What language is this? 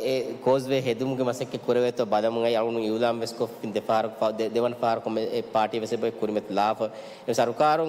Divehi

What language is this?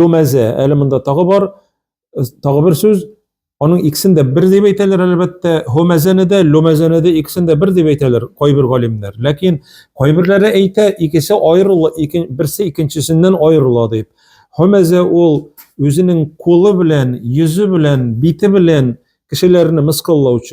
Tatar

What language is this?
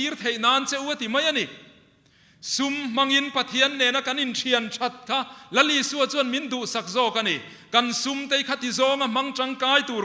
Mizo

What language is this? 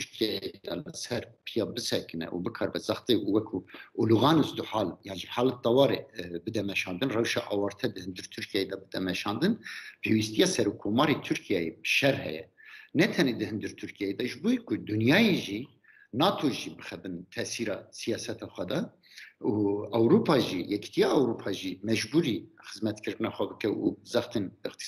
Kurdish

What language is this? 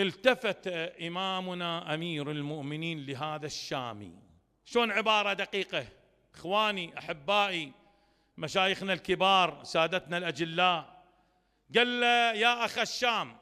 Mesopotamian Arabic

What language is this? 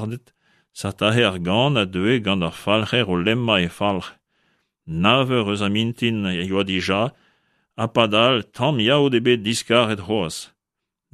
Breton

